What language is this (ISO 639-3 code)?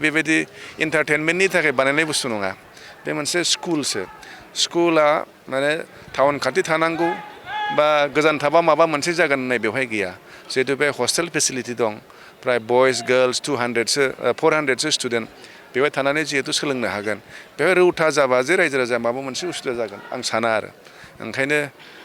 brx